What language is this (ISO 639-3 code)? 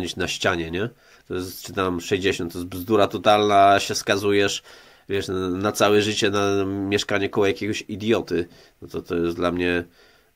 pol